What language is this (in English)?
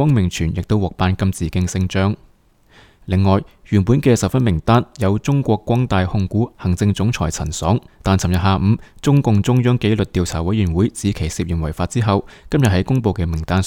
Cantonese